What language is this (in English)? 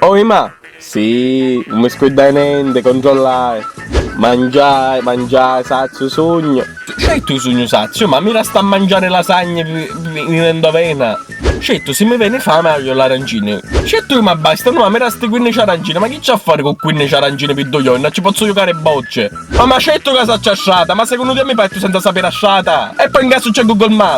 Sicilian